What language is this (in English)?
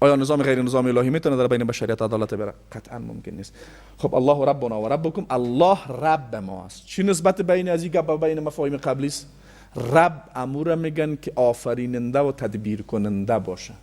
Persian